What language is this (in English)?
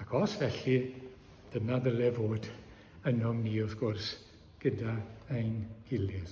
Welsh